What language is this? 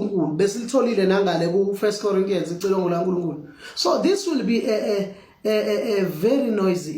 Zulu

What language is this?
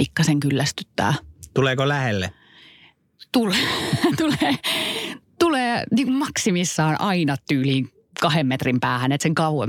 Finnish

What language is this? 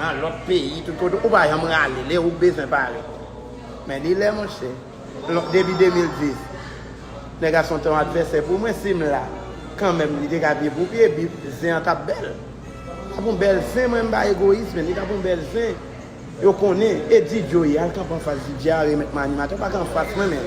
Haitian Creole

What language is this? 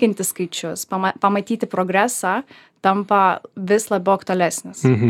Lithuanian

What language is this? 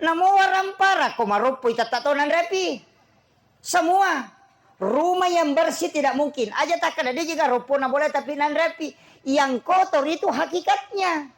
Buginese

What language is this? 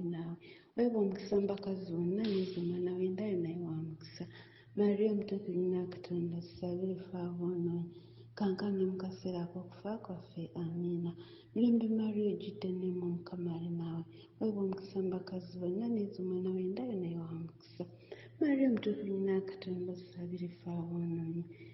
Ganda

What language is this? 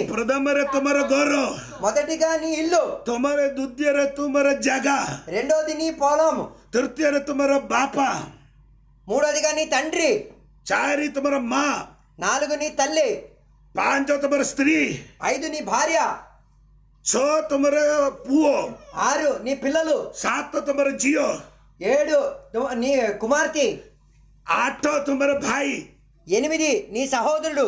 Telugu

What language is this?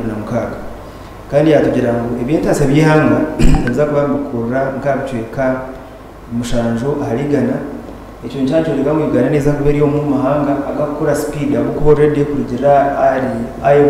Nyankole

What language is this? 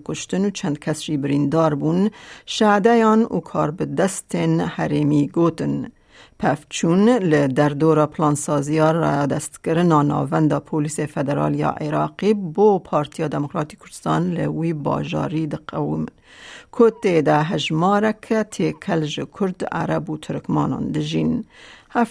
Kurdish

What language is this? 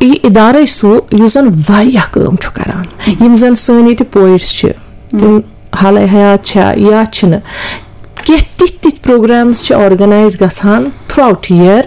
Kashmiri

